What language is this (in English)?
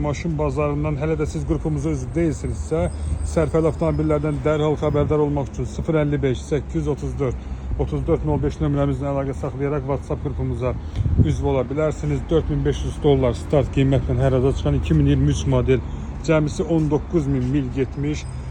Azerbaijani